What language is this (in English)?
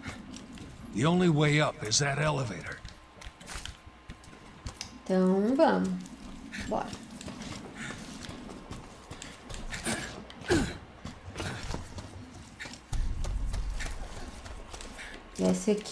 Portuguese